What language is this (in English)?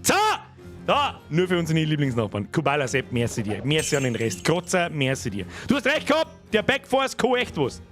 Bavarian